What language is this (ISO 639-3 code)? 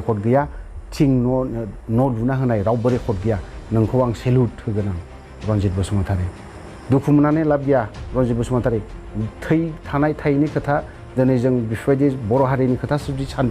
brx